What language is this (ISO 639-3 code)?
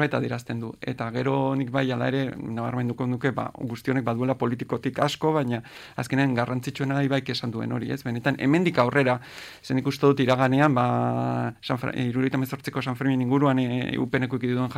eus